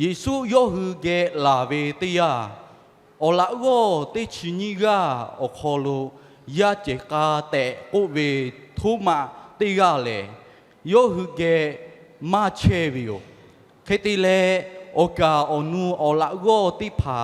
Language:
Lahu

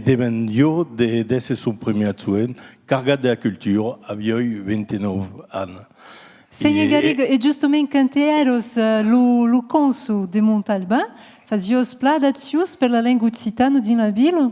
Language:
Occitan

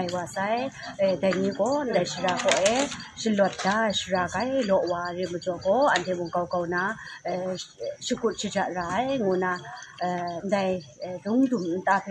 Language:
Kachin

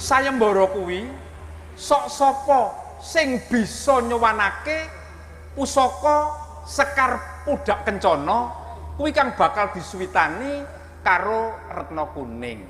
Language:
Javanese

